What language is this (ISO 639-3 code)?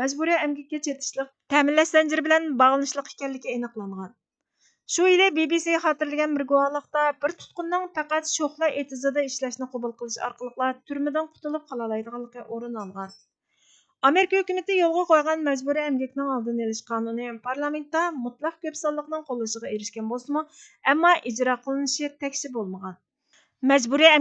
uig